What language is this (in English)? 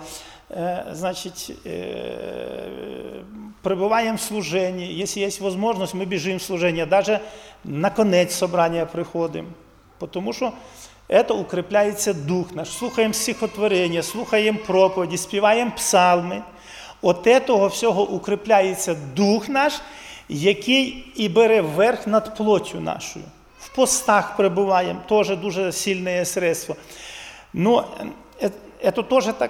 Ukrainian